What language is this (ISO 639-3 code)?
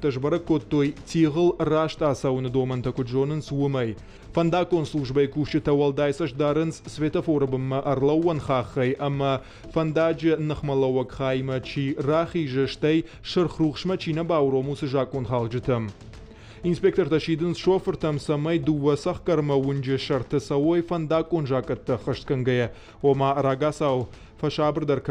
oss